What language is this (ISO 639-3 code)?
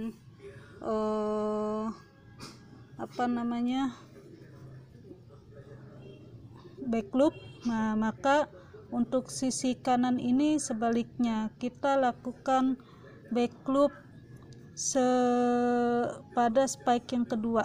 ind